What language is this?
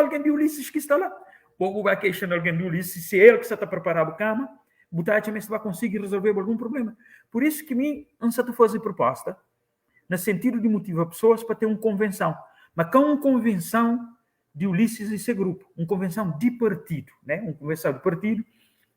Kabuverdianu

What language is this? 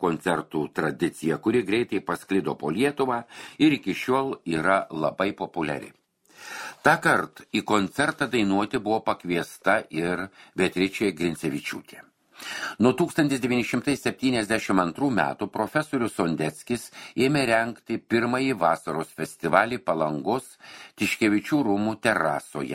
Lithuanian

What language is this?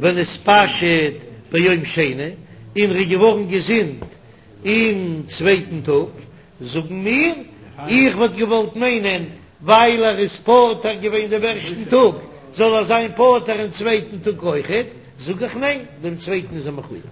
Yiddish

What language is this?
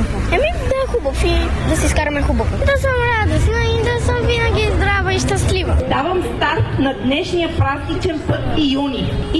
Bulgarian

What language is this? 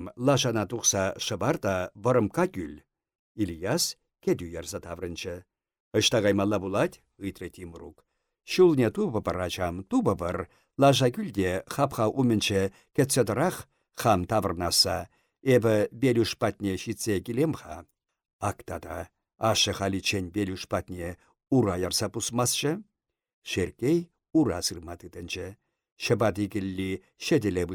Chuvash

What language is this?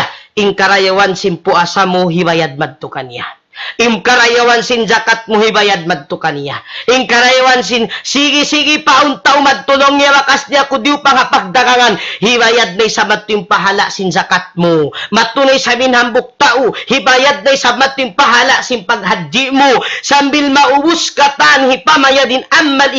Tausug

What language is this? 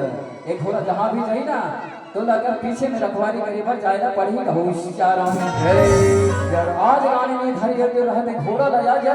Chhattisgarhi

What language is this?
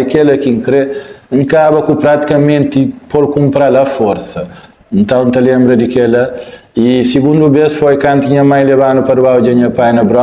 Kabuverdianu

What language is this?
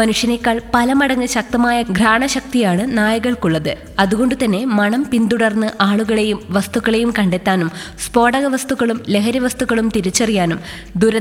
Malayalam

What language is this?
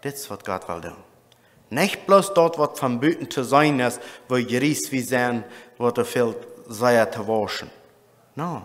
Plautdietsch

